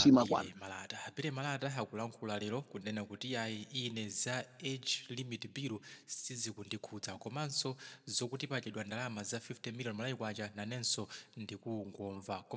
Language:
Nyanja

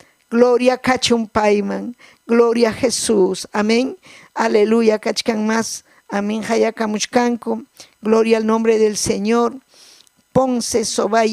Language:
Ayacucho Quechua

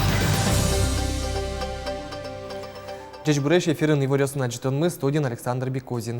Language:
Udmurt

